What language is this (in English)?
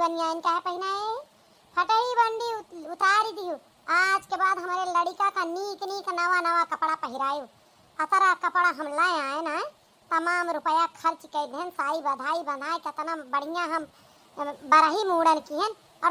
Awadhi